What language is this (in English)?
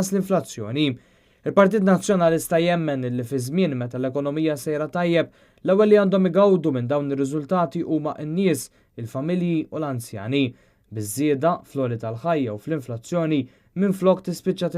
Maltese